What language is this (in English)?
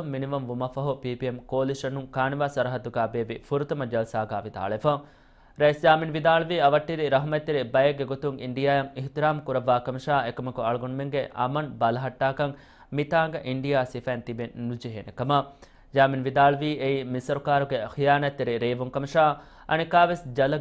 Divehi